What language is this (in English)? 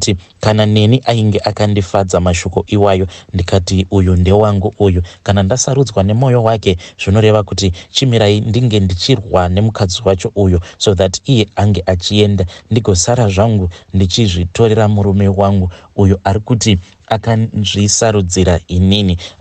Shona